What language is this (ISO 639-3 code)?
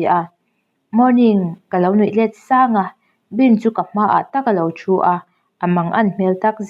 lus